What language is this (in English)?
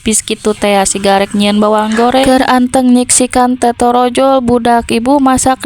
Sundanese